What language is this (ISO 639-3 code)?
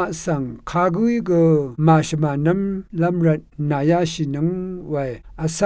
raw